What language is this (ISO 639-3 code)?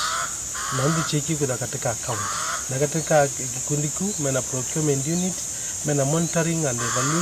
kam